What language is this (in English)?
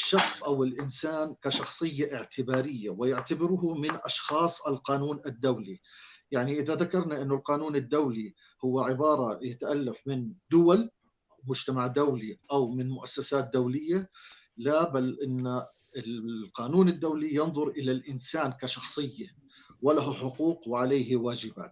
North Levantine Arabic